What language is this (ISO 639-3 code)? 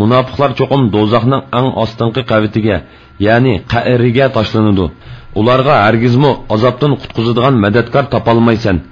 uig